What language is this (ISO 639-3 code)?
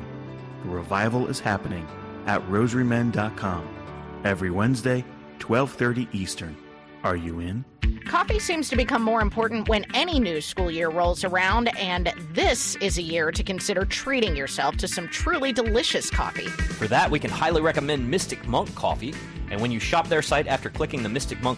eng